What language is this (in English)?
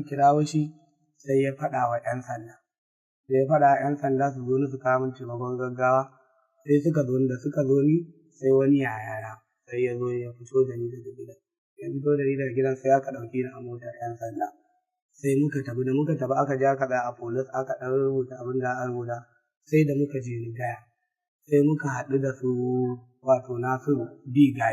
Hausa